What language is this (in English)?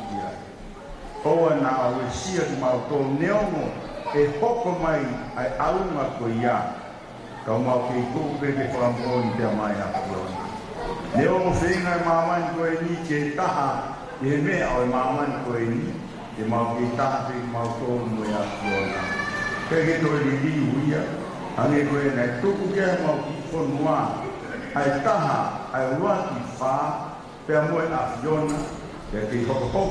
Tongan